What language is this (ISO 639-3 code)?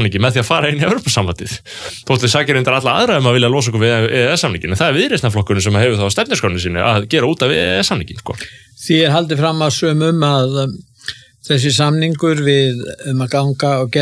isl